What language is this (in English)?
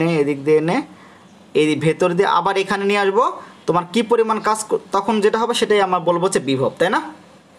Bangla